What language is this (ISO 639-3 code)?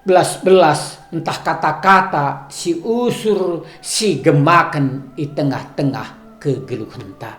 btx